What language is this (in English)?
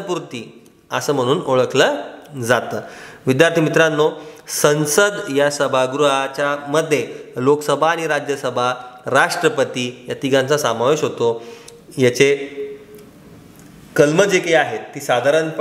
Marathi